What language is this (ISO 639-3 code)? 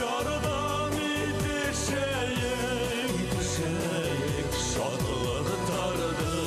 bak